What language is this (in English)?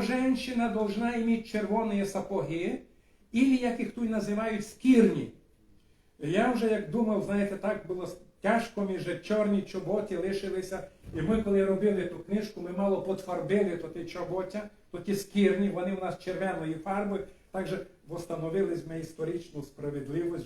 Rusyn